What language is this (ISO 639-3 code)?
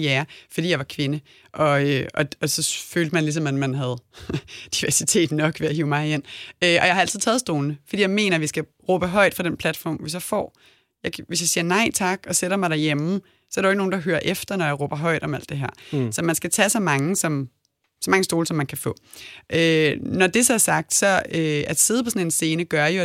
dan